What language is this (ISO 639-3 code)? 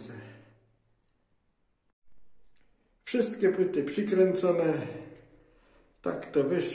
pol